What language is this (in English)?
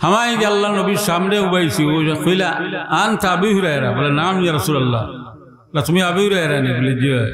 Sylheti